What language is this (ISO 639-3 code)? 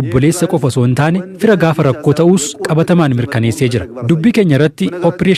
orm